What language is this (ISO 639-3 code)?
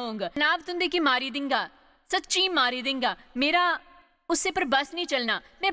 doi